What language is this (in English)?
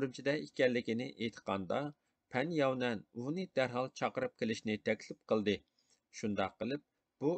Uyghur